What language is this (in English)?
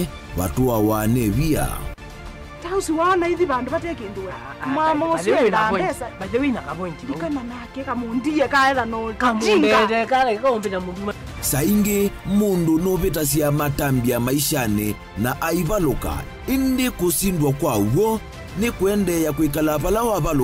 Kamba